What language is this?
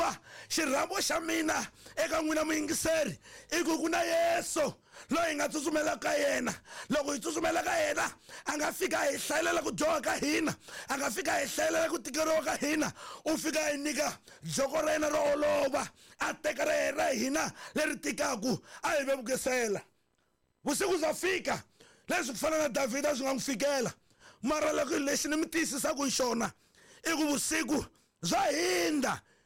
Tsonga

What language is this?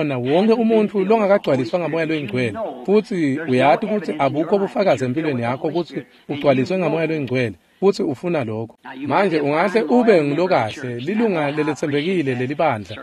Swati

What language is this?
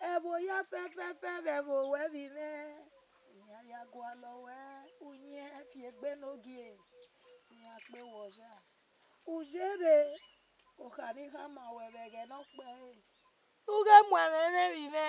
Bini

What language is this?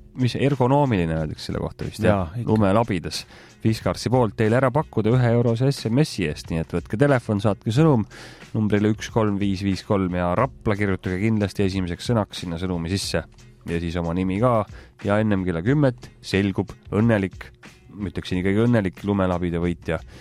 Estonian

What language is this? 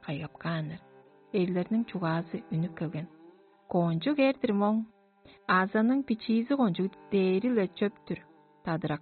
Tuvinian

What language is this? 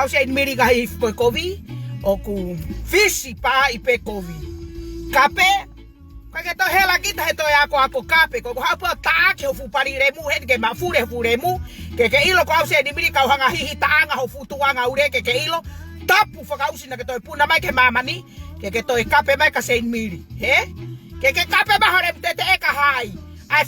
Tongan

